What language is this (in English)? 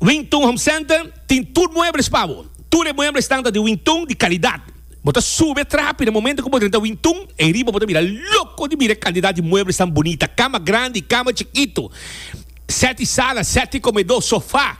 Papiamento